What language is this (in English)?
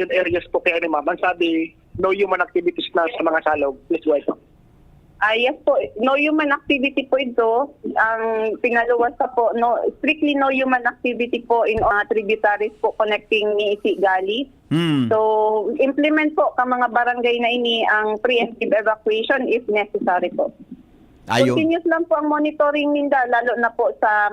Bikol